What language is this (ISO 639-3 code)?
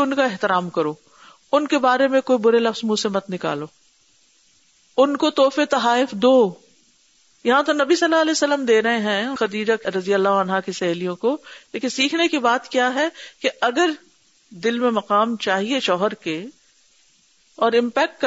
urd